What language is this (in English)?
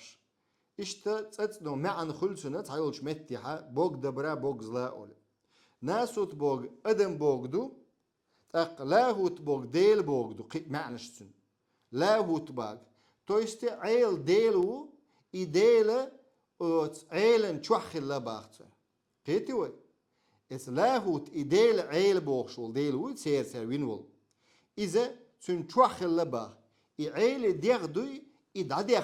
Chechen